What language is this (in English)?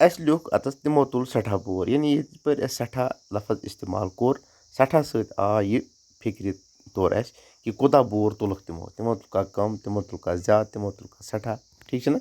Kashmiri